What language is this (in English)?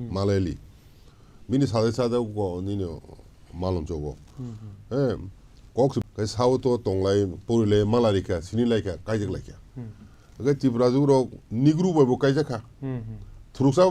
Kok Borok